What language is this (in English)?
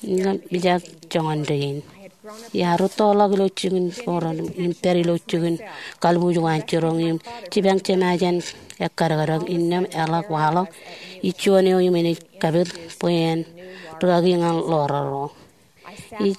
Marshallese